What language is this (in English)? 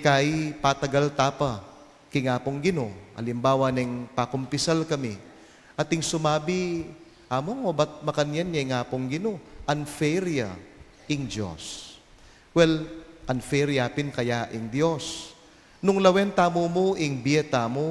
Pampanga